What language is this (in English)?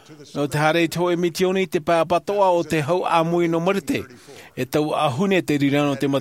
Tahitian